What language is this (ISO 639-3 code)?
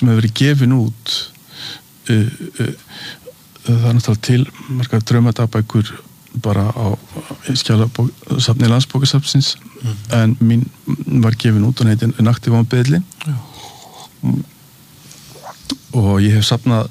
isl